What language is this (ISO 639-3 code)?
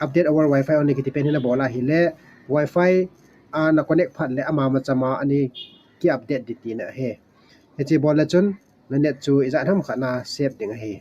tcz